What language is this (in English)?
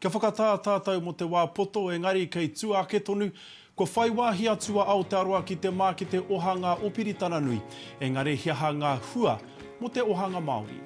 Māori